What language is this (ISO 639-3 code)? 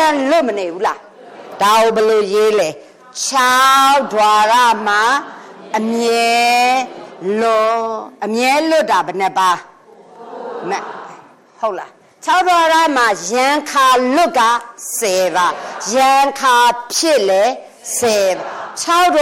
mya